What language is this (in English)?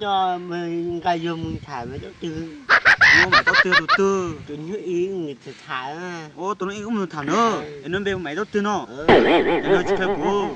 Hmong